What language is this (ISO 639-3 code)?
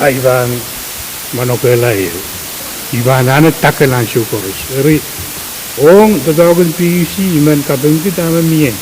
pon